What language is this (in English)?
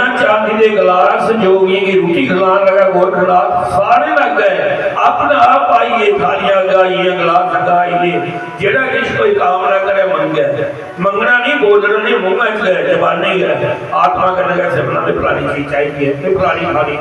Dogri